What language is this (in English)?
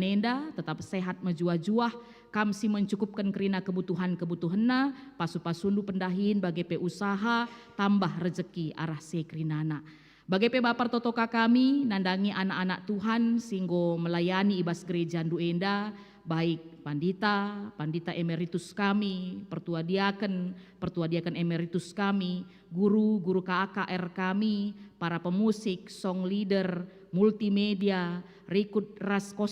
Batak Karo